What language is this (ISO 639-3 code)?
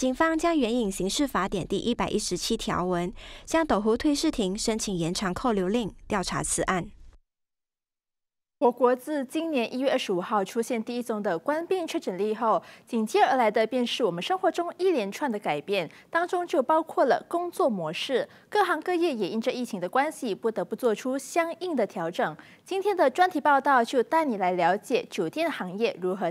zho